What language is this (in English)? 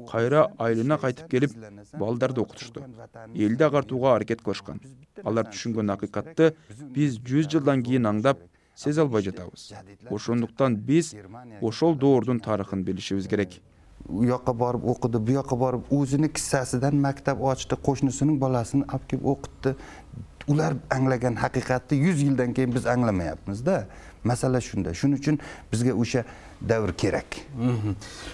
Kyrgyz